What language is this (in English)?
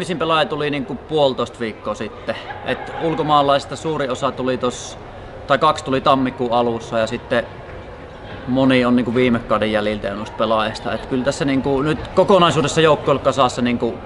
Finnish